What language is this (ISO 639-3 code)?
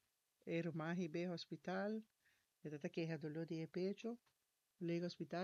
pap